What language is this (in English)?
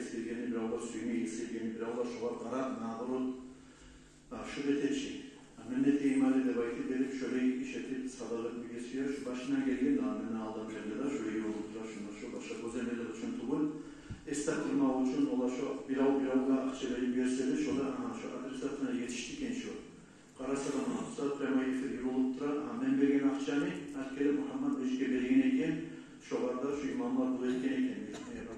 Kumyk